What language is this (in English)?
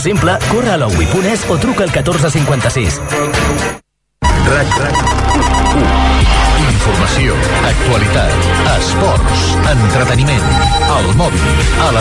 Catalan